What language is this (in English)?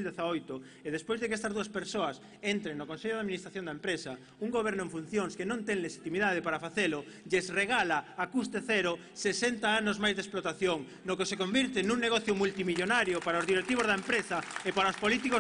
Galician